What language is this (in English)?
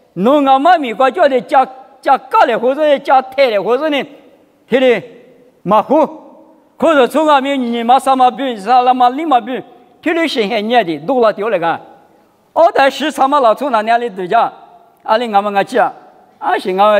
Lisu